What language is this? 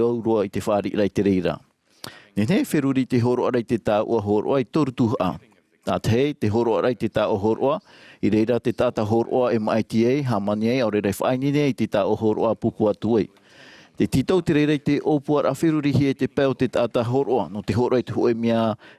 Tahitian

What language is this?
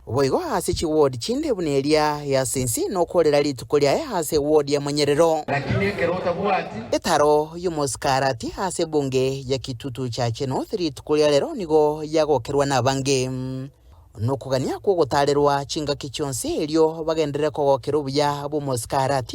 Gusii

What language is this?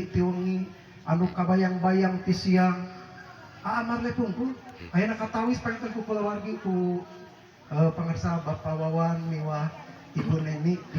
Sundanese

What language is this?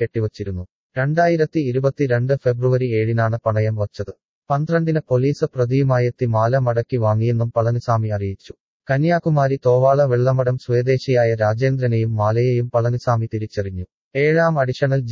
Malayalam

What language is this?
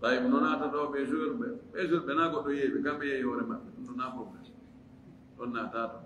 Fula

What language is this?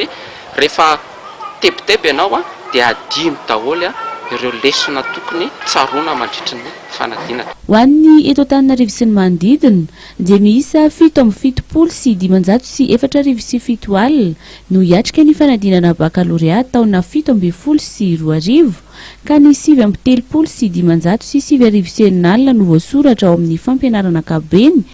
Malagasy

